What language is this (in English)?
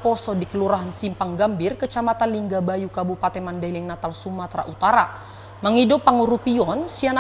Batak Toba